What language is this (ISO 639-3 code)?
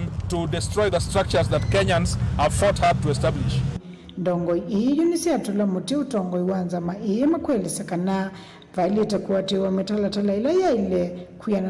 kam